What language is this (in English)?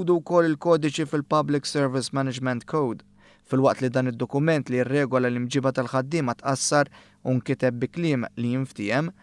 Maltese